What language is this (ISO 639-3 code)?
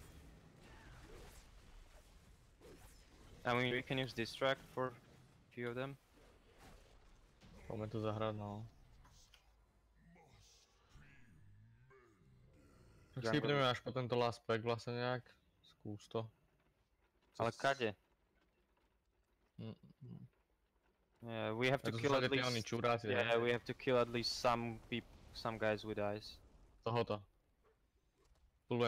slk